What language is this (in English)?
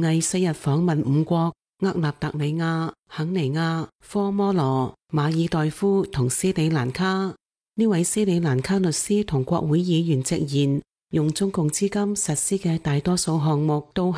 Cantonese